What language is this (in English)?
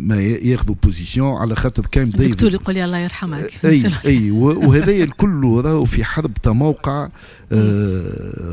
Tunisian Arabic